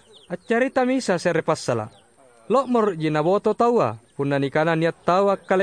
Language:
Makasar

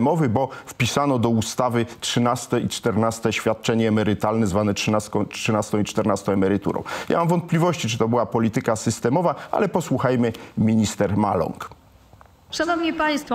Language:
Polish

